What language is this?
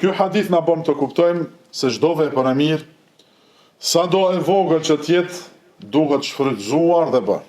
Albanian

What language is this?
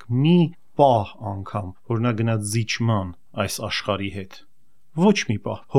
Armenian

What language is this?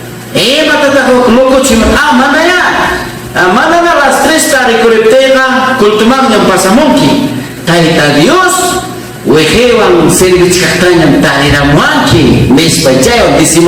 Ayacucho Quechua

